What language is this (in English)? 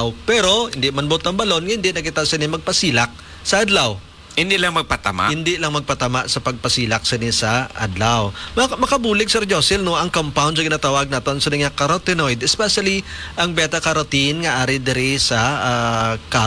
Hiligaynon